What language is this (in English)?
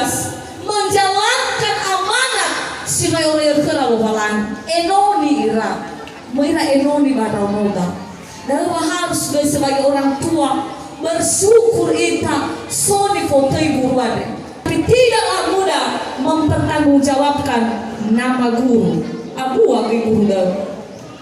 Nias